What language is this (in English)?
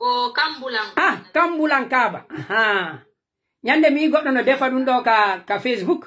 Pular